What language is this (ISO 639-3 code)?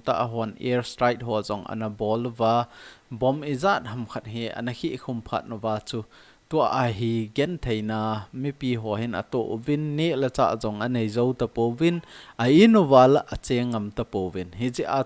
tcz